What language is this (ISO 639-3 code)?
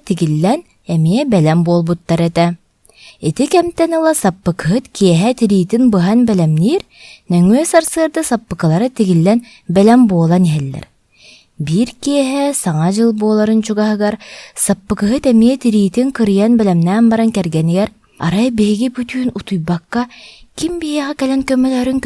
sah